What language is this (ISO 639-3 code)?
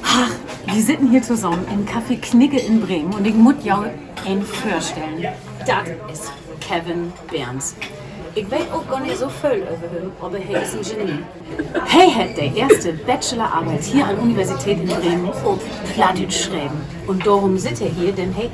nds